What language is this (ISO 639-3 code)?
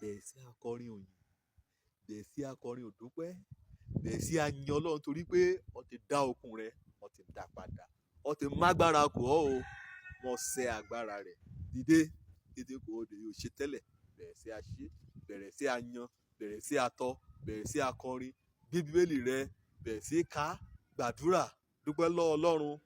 yor